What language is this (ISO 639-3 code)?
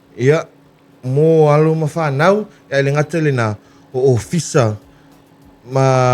smo